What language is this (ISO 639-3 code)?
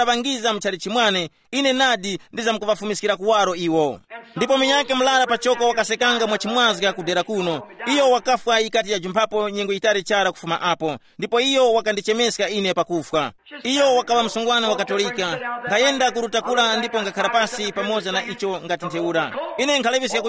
tum